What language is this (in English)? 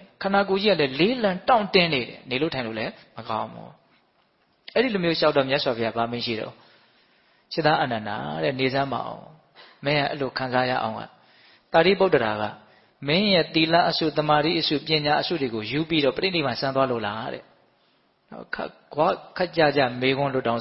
Burmese